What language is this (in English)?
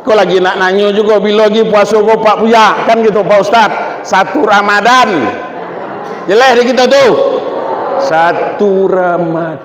Minangkabau